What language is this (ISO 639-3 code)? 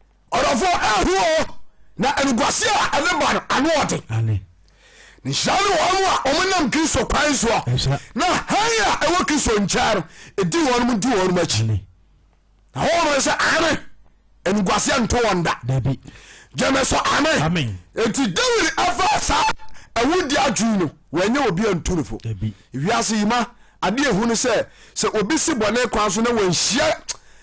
aka